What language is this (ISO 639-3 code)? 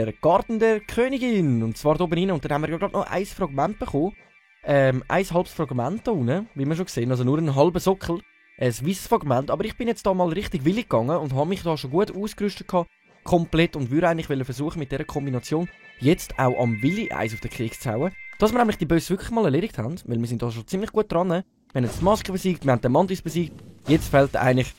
gsw